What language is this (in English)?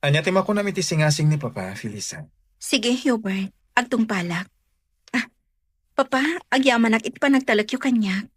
Iloko